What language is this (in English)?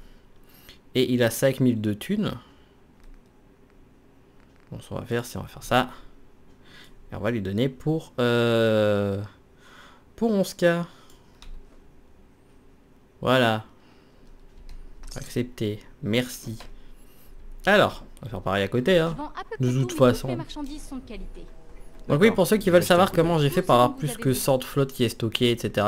French